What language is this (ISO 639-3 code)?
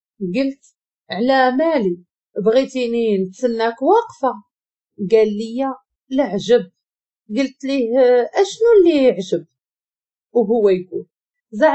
ary